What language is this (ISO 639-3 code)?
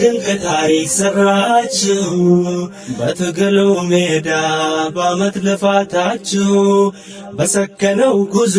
amh